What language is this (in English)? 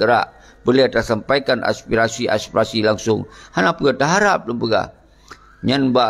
Achinese